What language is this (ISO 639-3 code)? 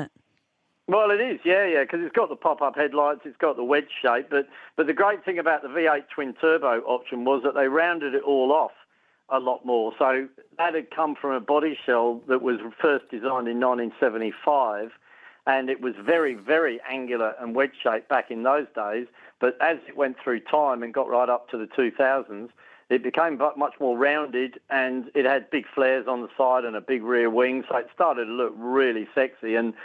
eng